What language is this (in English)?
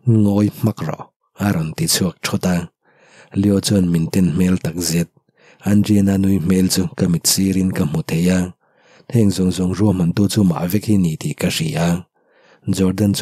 Mizo